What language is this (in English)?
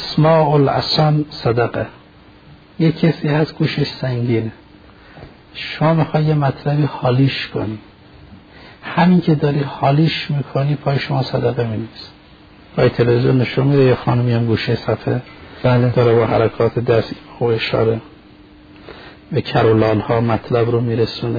Persian